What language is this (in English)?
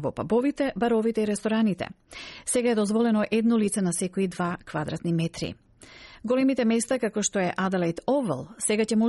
Macedonian